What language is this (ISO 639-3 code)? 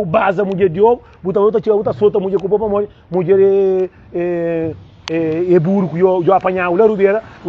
kea